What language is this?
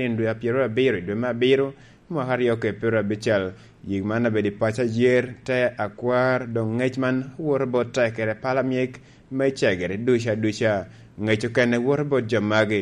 Lango (Uganda)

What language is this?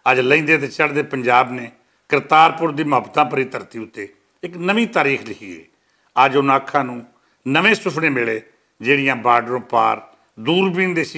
Western Panjabi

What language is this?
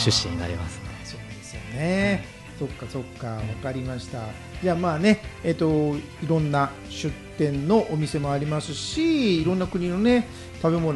Japanese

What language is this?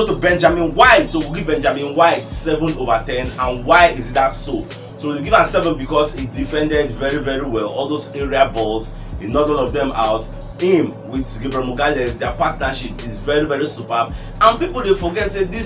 Nigerian Pidgin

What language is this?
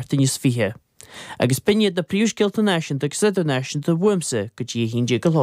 Irish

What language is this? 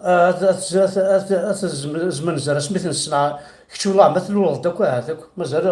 Kabyle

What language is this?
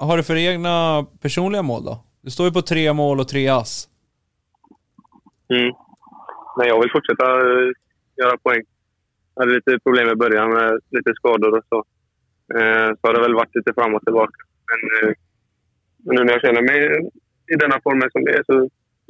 Swedish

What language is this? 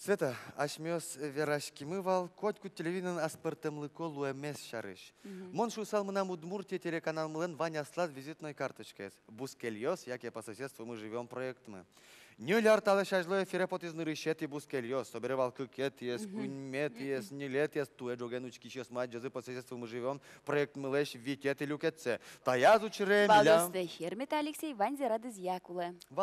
Udmurt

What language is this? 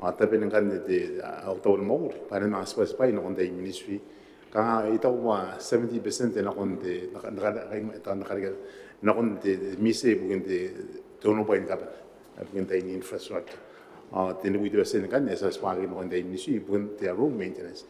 Gilbertese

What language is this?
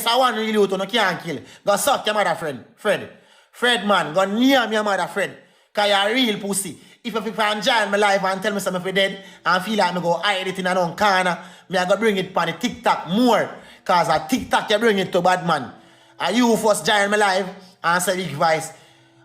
Jamaican Creole English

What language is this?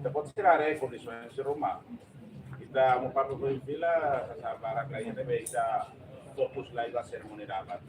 Tetum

